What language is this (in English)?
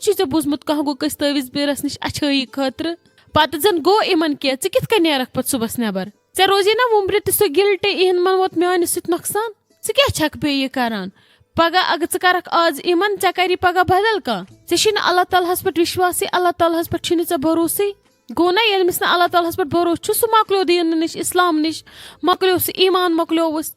Kashmiri